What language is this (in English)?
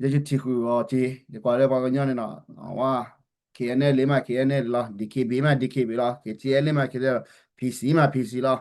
S'gaw Karen